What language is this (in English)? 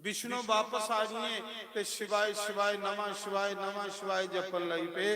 Dogri